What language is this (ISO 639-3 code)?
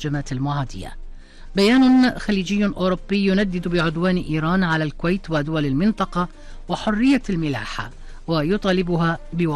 ara